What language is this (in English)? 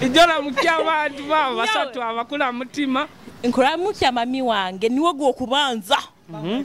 Nyoro